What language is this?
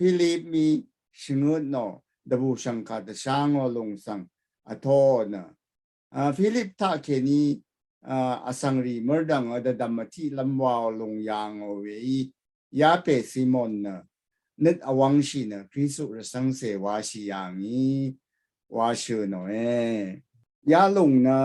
Rawang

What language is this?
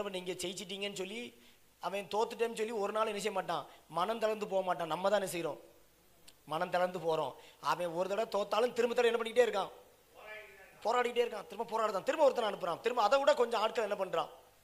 Tamil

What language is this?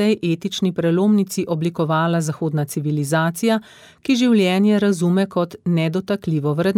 Slovenian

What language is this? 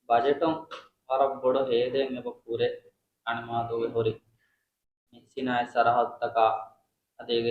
Divehi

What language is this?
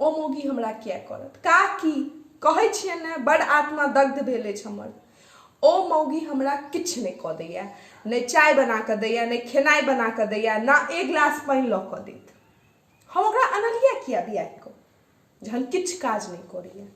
Maithili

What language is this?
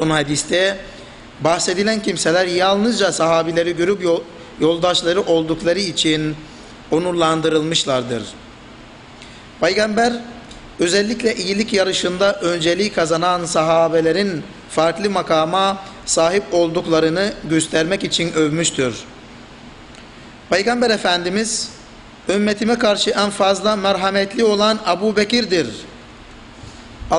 Turkish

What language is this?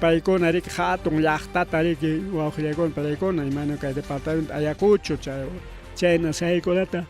Ayacucho Quechua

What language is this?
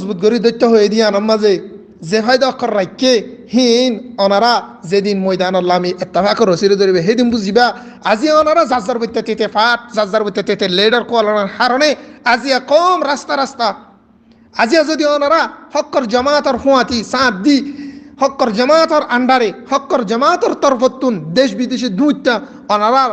Rohingya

